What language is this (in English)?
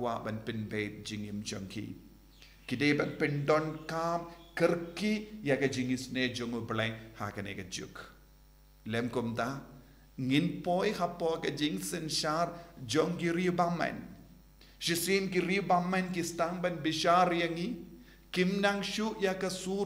Khasi